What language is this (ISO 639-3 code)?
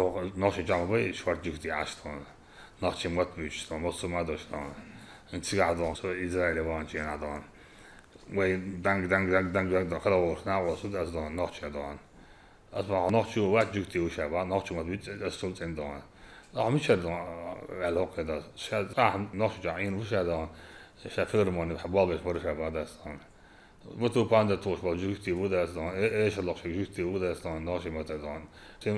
che